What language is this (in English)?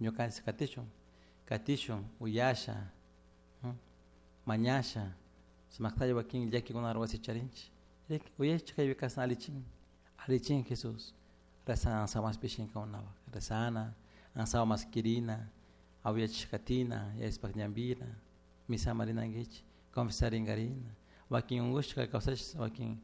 Chimborazo Highland Quichua